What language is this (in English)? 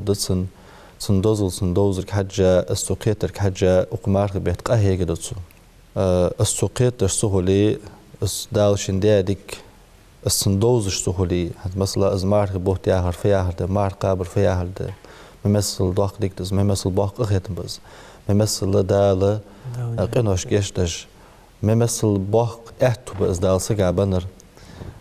Ingush